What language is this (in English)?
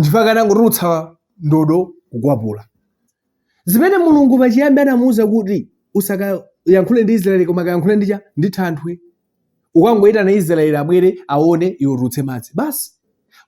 Nyanja